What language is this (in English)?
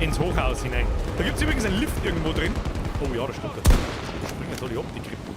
Bavarian